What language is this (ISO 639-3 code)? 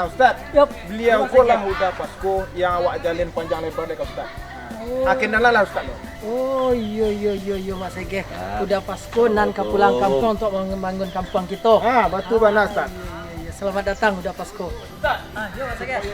min